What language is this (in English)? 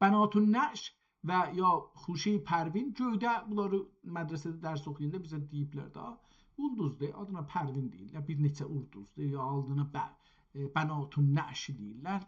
South Azerbaijani